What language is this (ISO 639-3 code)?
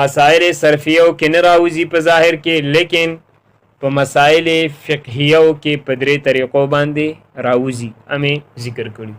pus